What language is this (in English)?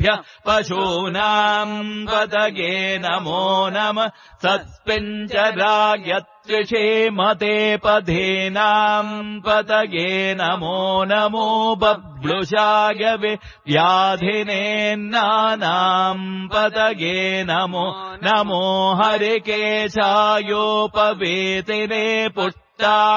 Sanskrit